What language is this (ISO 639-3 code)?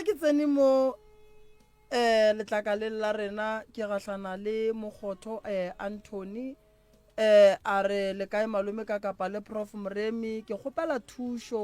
nso